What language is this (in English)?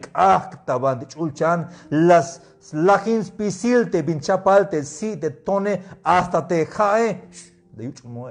Tzeltal